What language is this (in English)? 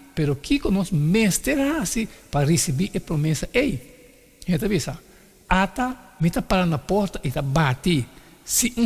Papiamento